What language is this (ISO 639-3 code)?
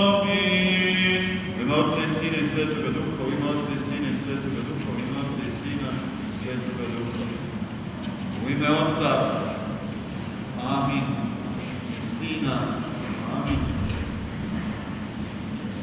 srp